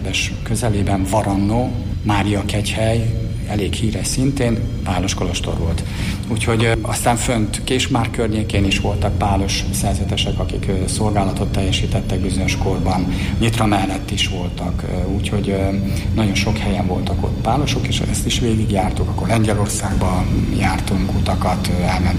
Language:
Hungarian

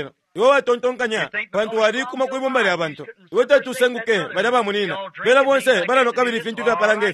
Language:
Bemba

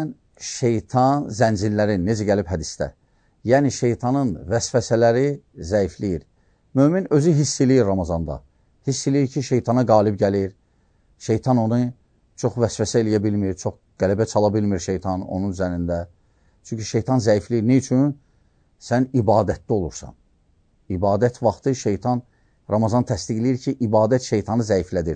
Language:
Azerbaijani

